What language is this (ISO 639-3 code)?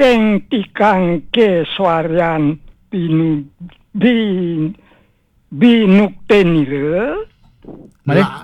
ban